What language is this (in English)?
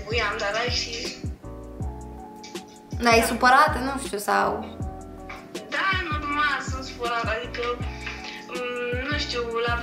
Romanian